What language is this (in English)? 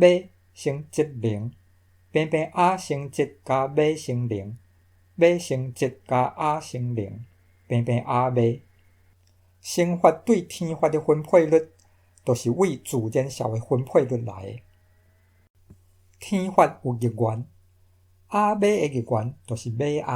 Min Nan Chinese